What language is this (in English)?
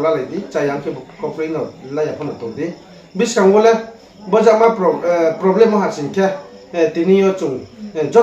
Riang (India)